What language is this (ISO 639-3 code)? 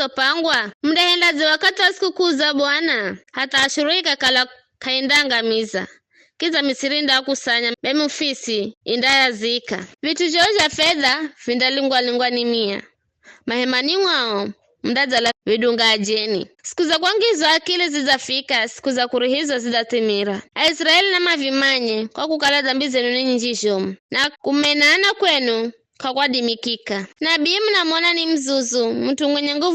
nyf